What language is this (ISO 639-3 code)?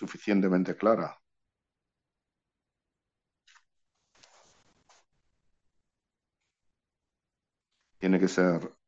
spa